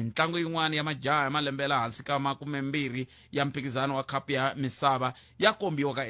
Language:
Tsonga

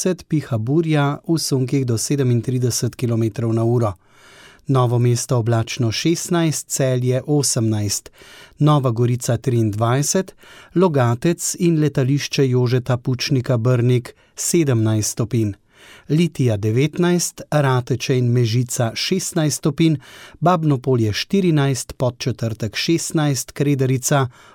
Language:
Slovenian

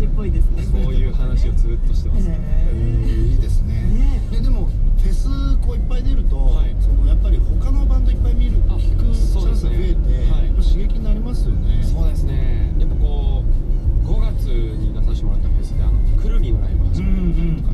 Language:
Japanese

